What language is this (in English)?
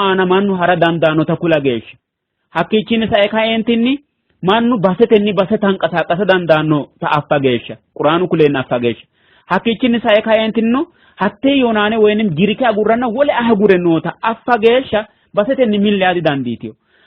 Sidamo